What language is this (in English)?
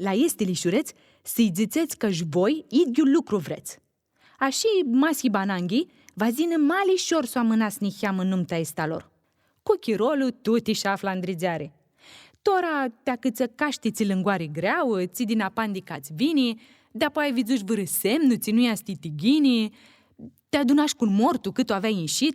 Aromanian